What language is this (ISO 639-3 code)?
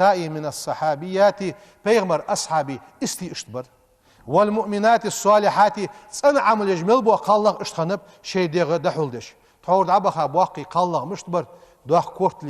inh